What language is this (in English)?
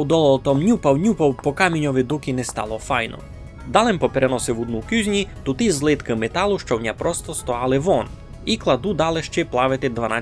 Rusyn